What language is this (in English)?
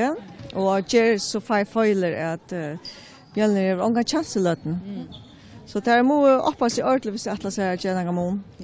Faroese